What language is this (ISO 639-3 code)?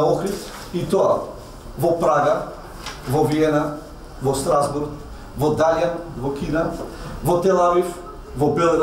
mkd